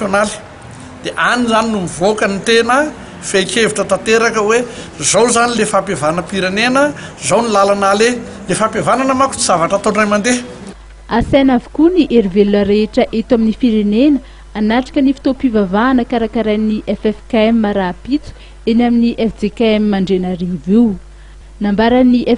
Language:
Malagasy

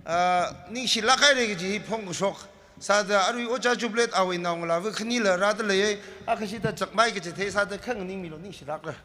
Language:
Tangkhul Naga (India)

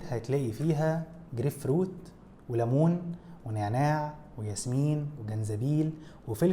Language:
Egyptian Arabic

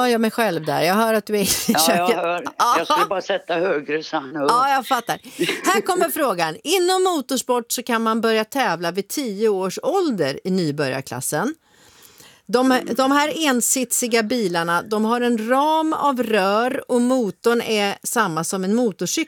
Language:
Swedish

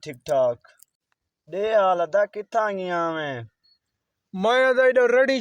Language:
Saraiki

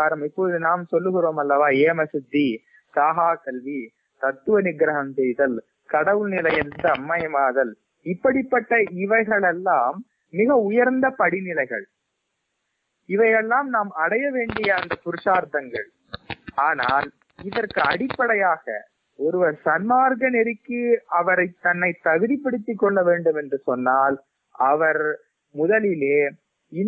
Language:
Tamil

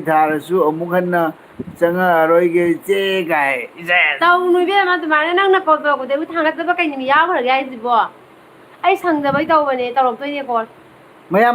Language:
Manipuri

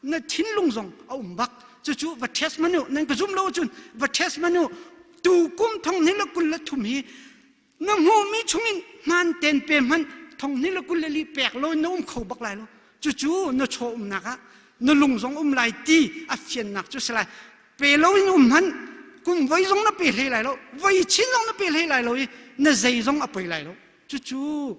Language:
Hakha Chin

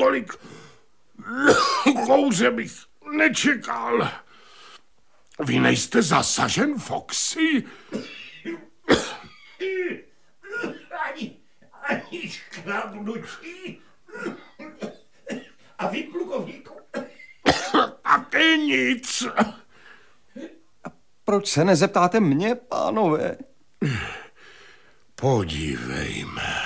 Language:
Czech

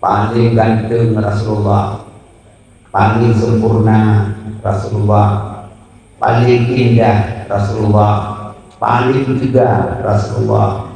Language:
Achinese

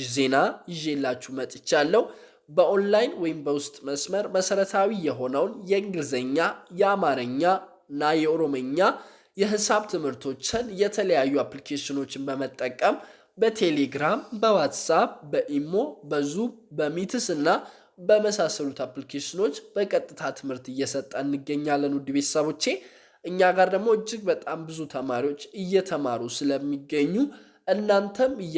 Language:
Amharic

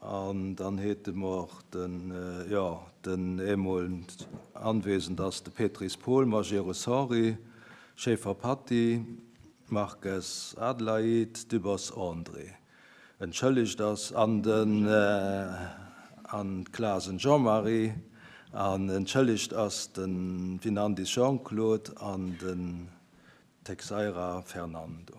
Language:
Luxembourgish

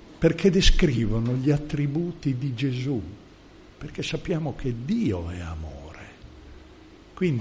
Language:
Italian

